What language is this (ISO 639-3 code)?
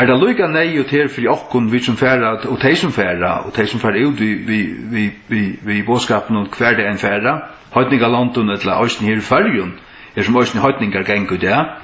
fao